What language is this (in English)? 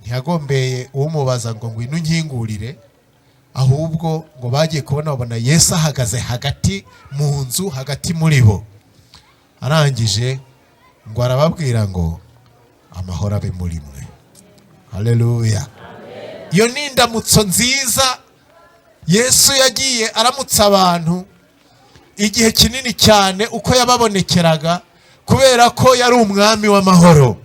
Kinyarwanda